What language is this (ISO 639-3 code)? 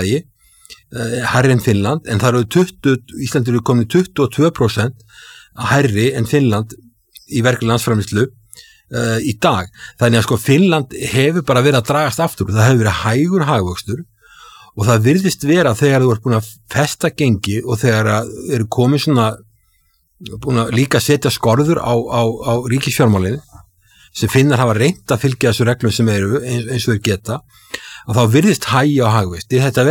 isl